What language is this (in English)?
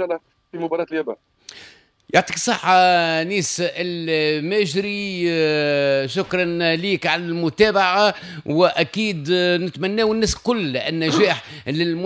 Tunisian Arabic